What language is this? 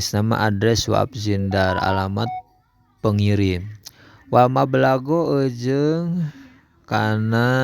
Sundanese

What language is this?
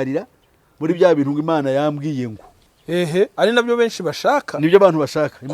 Kinyarwanda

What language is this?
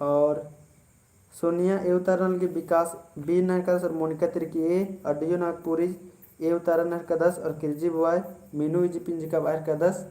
Kurukh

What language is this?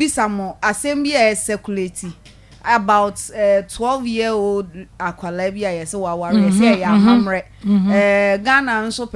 Akan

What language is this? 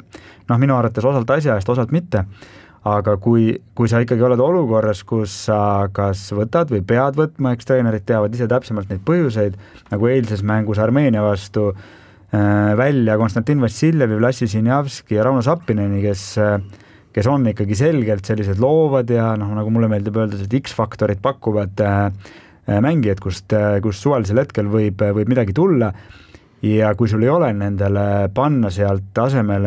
Estonian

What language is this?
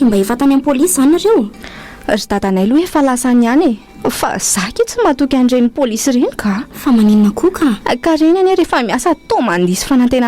Malagasy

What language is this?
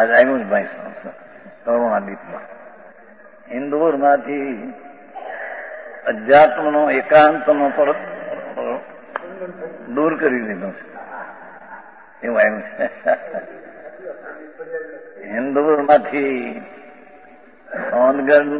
Gujarati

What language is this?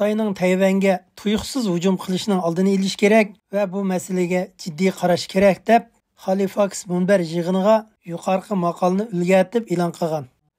Uyghur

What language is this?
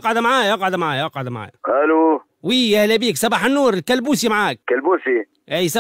Tunisian Arabic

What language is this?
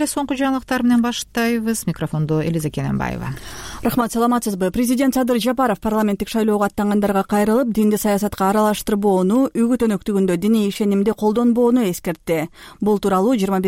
Kyrgyz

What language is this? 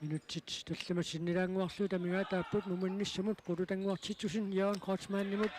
Kalaallisut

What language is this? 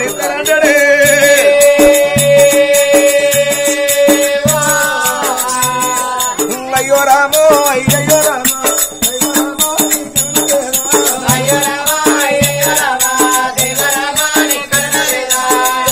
Telugu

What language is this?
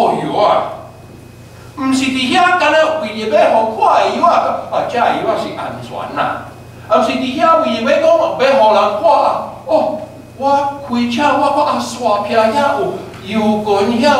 Min Nan Chinese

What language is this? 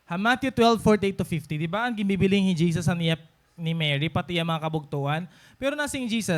Waray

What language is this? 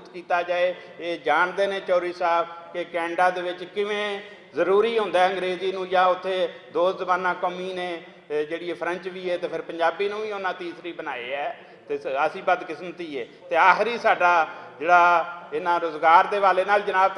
Western Panjabi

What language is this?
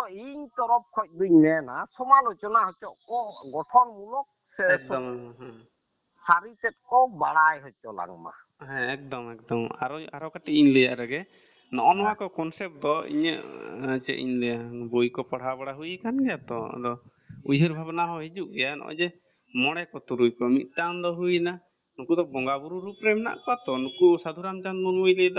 Santali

